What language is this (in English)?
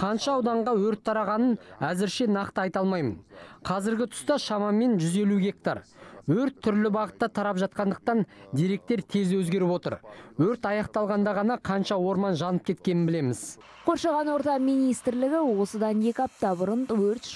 Kazakh